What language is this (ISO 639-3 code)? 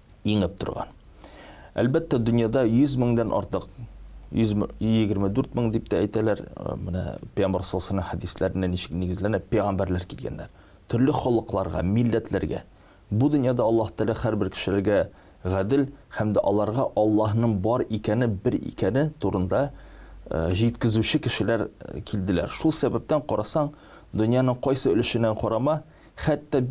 tat